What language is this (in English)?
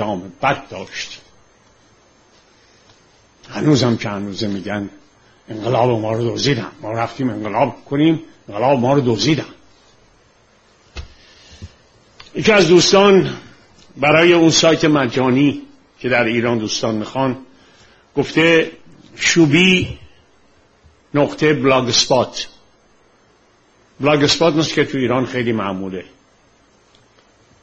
Persian